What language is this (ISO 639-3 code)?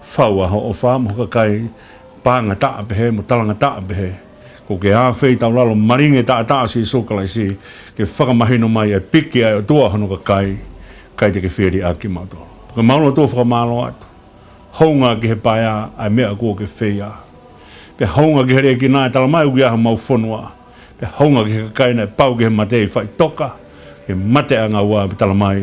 ton